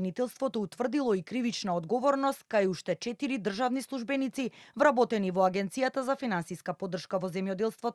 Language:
Macedonian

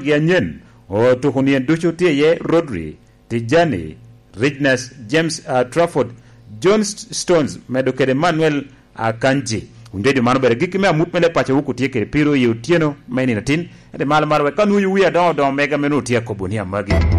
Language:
Lango (Uganda)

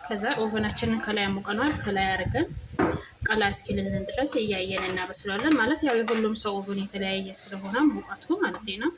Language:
Amharic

